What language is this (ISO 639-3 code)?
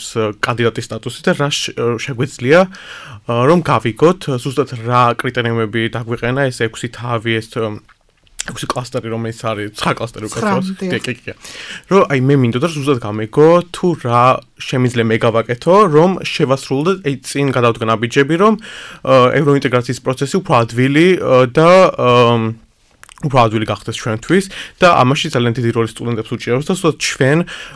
kat